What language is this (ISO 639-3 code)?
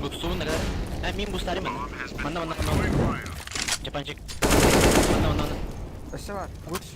sah